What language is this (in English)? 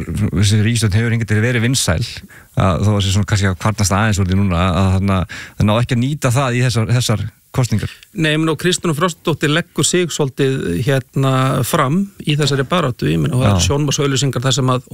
Icelandic